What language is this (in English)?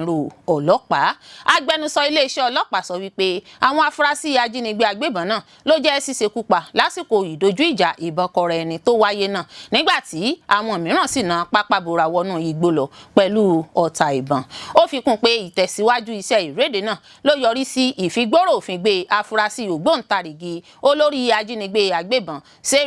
Yoruba